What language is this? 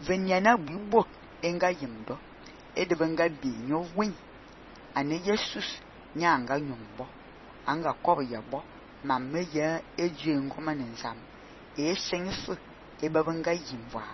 Fang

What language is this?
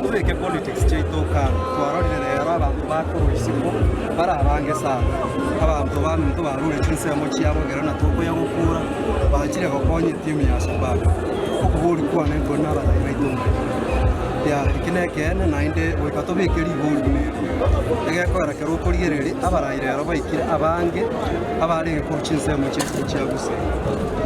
Gusii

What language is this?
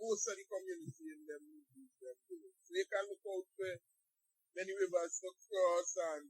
Jamaican Creole English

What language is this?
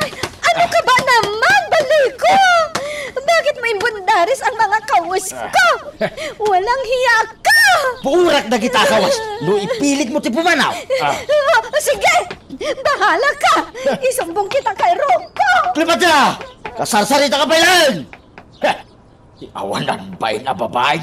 Iloko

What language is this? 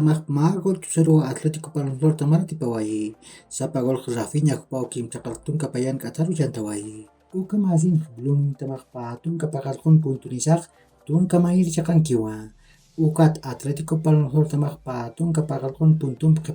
Aymara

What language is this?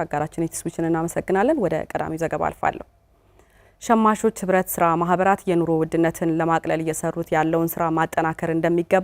Amharic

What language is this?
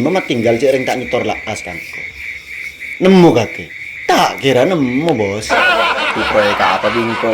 Madurese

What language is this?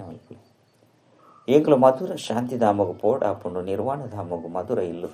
Tulu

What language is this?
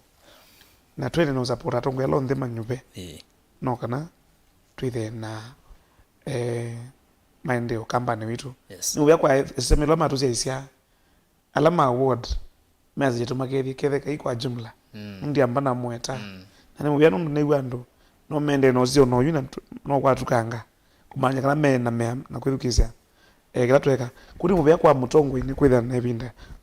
Kamba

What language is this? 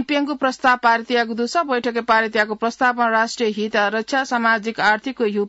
Newari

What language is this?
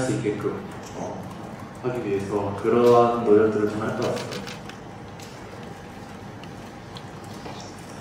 Korean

